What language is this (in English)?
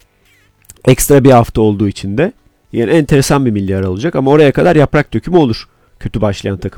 Turkish